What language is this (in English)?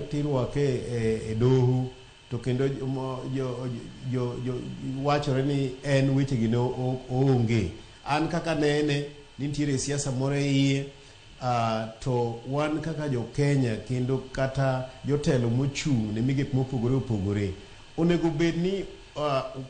Luo (Kenya and Tanzania)